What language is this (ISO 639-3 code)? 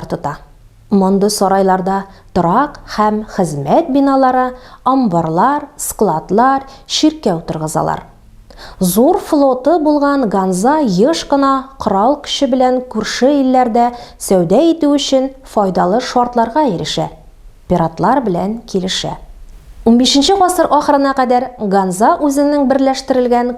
tat